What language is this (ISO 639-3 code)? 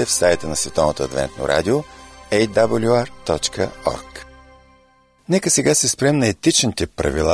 bul